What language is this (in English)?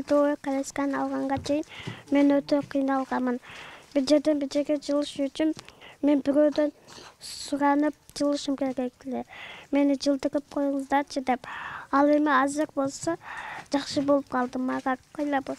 Kyrgyz